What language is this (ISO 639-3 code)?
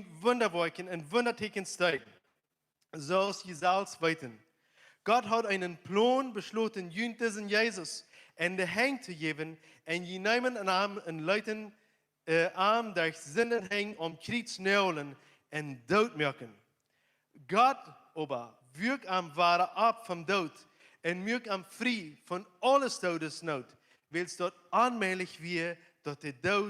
pdt